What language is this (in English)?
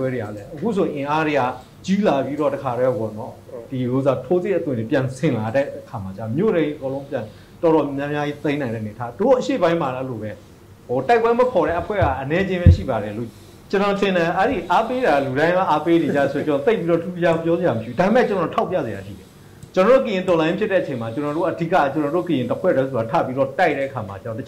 Burmese